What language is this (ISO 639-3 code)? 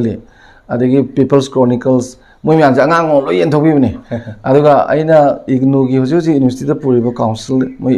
mni